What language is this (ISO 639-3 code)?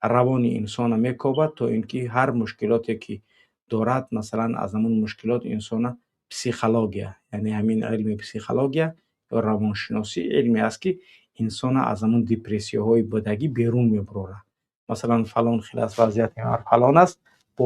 tgk